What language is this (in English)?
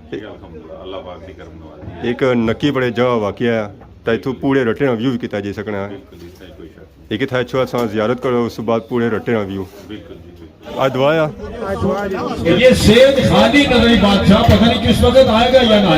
Pahari-Potwari